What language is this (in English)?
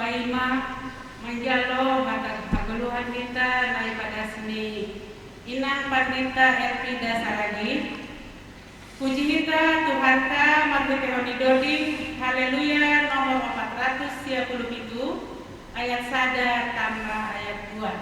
Batak Simalungun